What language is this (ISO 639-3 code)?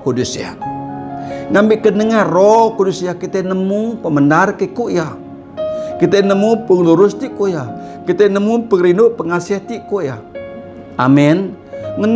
iba